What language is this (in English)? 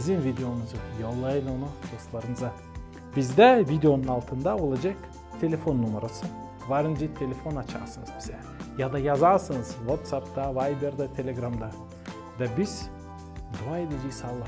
Gagauz